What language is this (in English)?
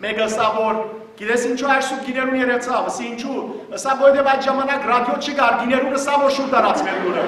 Western Armenian